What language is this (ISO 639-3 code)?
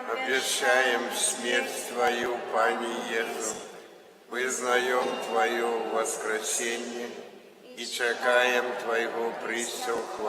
bel